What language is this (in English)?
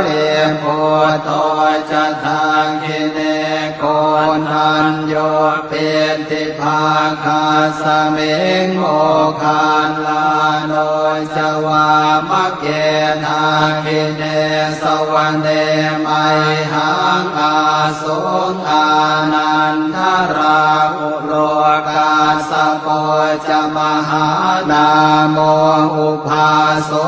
Pali